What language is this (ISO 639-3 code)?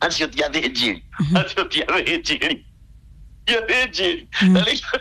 kik